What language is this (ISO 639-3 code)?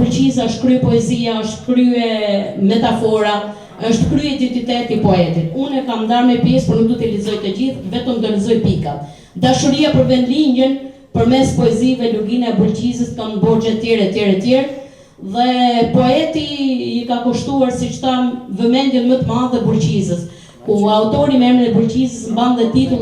sqi